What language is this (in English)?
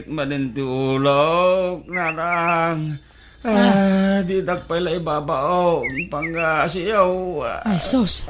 Iloko